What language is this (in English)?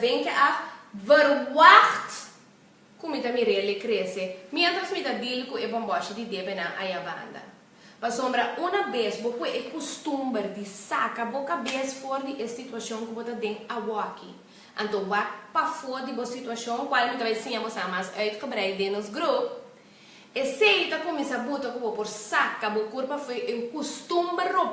Papiamento